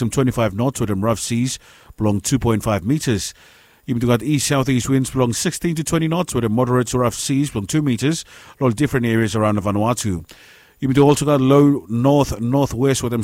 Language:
Bislama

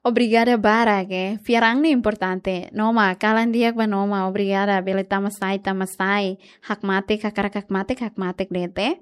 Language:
Tetum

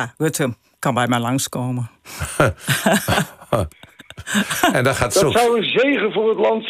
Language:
Dutch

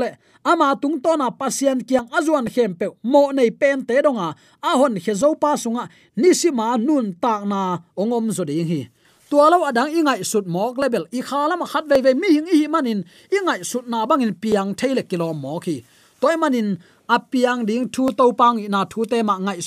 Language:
Tedim Chin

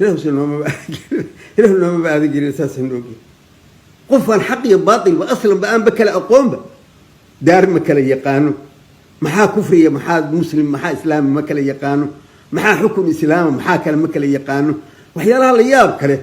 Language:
Somali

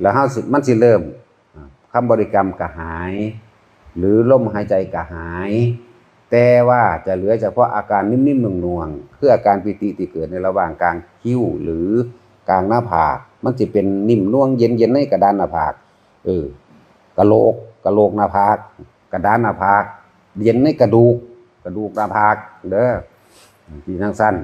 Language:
Northeastern Thai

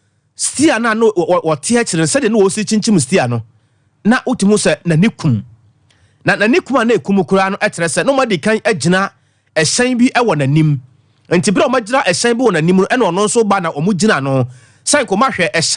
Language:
Akan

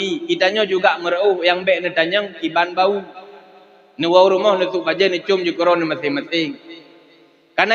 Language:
Achinese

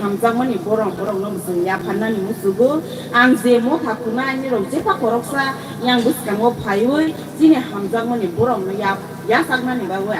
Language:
Kok Borok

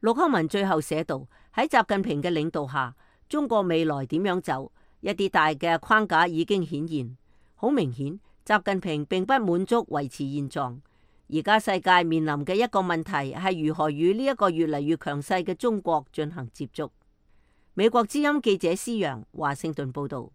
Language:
Cantonese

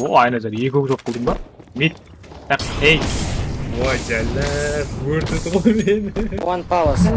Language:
Kara-Kalpak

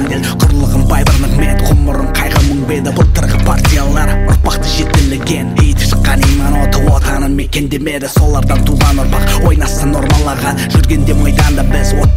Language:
Kazakh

